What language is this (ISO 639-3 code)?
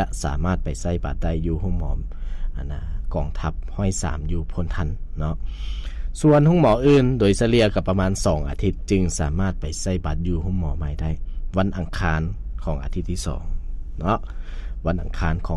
lao